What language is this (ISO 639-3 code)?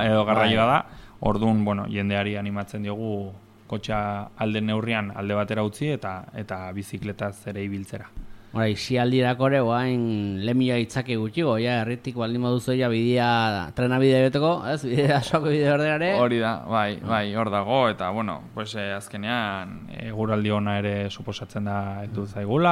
eus